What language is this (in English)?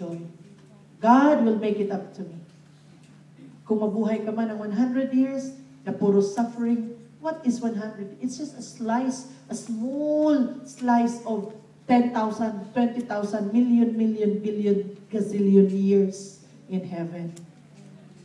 Filipino